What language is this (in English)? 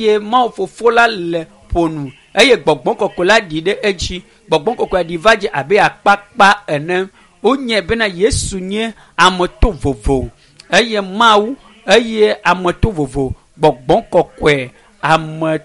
Ewe